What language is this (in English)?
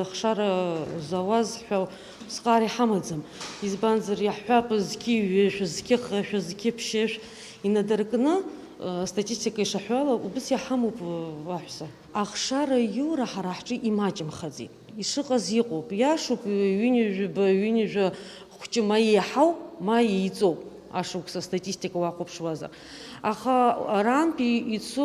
Abkhazian